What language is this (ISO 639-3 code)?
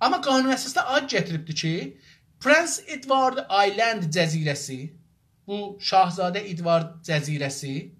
azb